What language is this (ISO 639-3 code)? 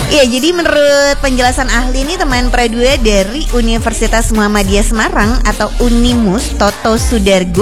ind